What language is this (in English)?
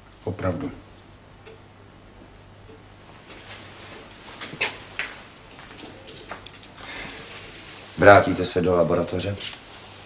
Czech